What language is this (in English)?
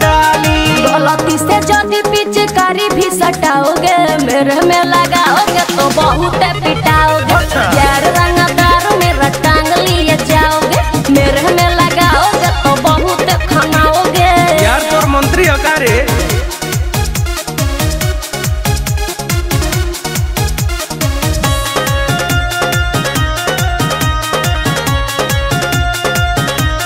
Bhojpuri